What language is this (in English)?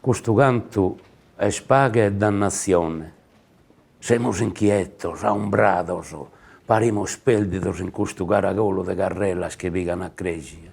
Sardinian